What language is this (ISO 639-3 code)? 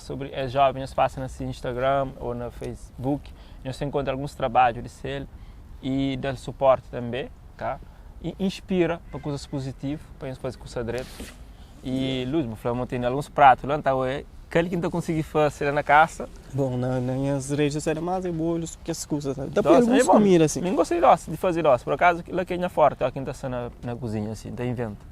kea